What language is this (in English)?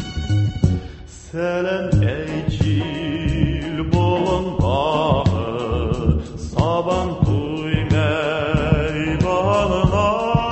Tatar